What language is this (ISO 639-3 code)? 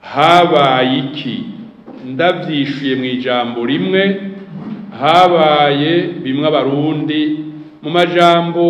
run